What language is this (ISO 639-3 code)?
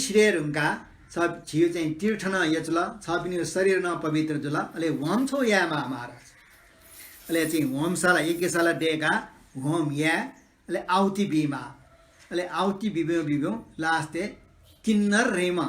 new